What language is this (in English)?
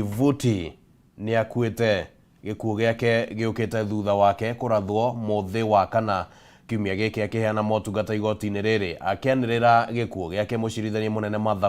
Kikuyu